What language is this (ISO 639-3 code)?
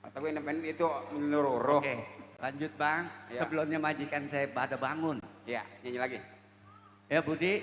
bew